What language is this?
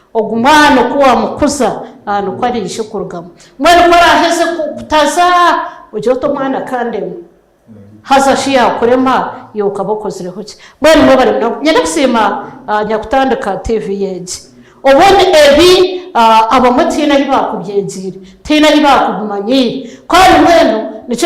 Nyankole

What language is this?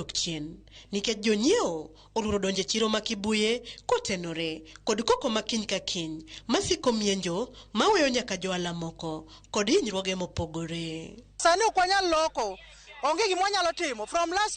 Luo (Kenya and Tanzania)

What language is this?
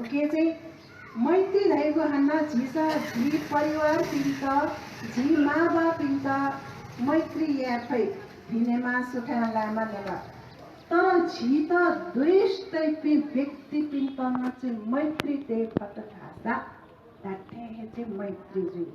Newari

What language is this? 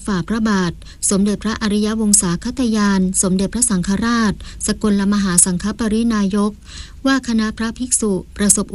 Thai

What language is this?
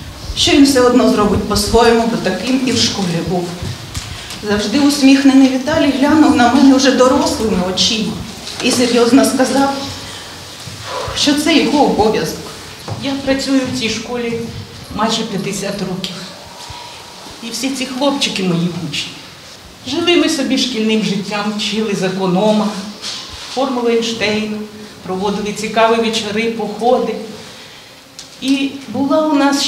Ukrainian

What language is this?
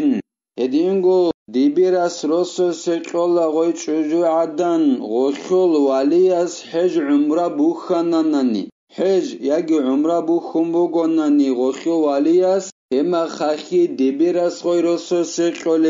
Avaric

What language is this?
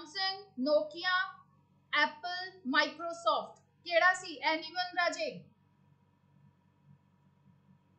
Punjabi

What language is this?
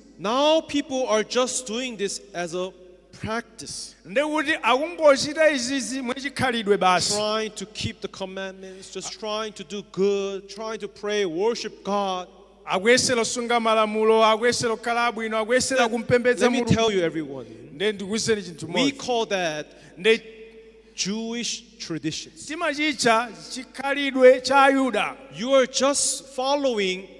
Nyanja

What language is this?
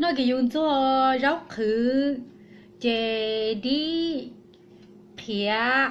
Hmong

